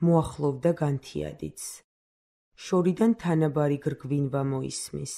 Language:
Georgian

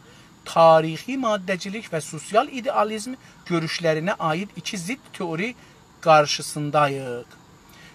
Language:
South Azerbaijani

